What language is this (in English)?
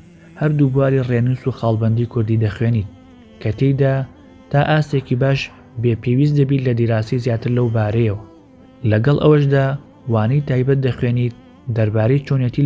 Central Kurdish